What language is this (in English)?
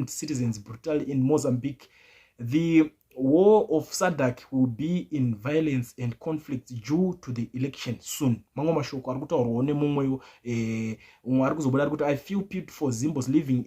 Shona